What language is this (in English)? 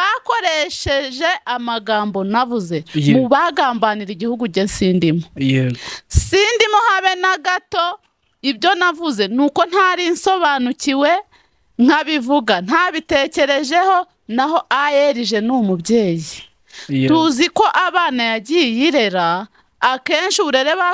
Kinyarwanda